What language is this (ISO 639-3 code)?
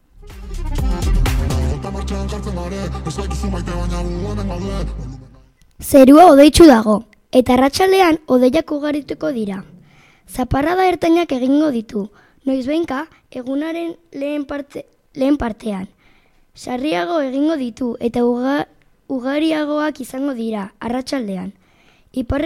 eus